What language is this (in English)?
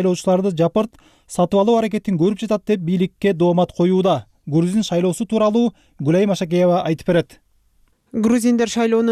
Kyrgyz